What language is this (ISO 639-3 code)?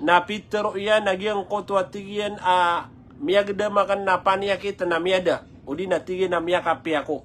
mrw